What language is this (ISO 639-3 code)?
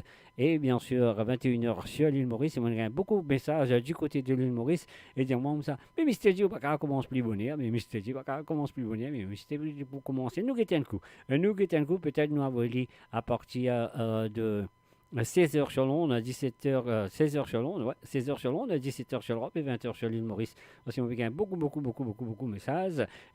mfe